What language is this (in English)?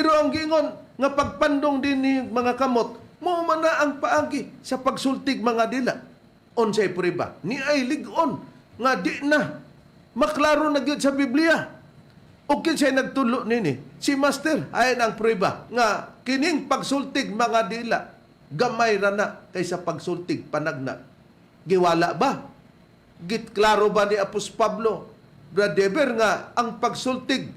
Cebuano